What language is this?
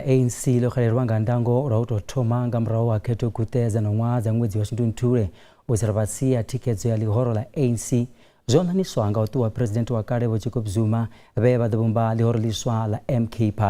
Venda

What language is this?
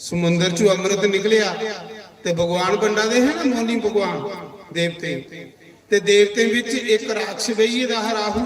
Dogri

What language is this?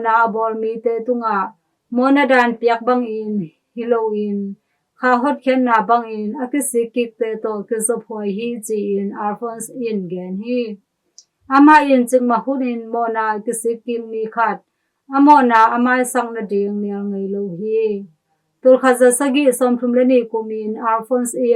Tedim Chin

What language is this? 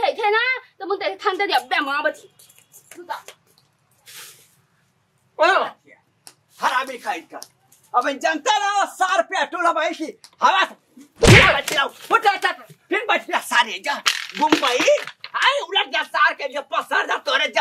Bhojpuri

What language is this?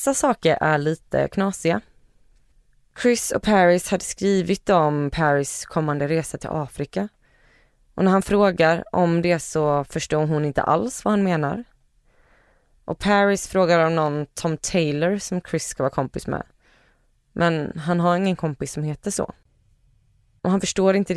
Swedish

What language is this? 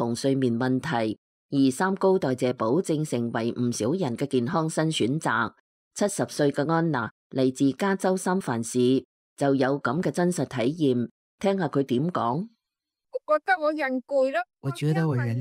Cantonese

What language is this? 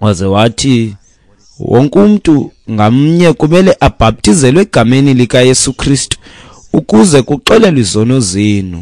Xhosa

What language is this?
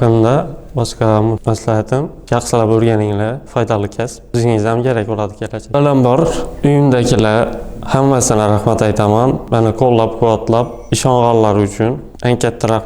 Uzbek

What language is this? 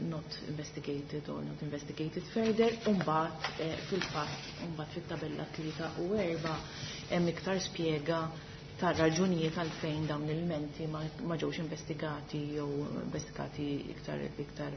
Maltese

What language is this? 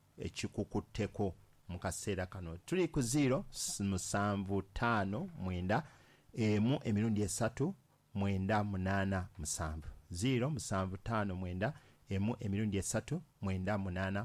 Ganda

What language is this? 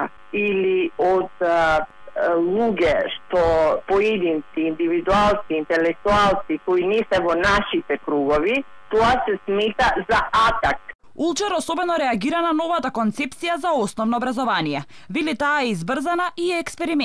Macedonian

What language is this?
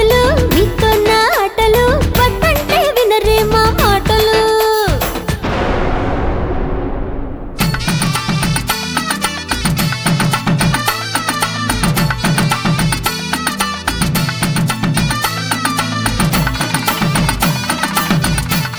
Telugu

